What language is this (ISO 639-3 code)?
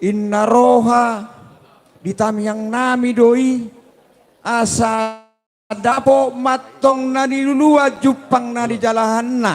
bbc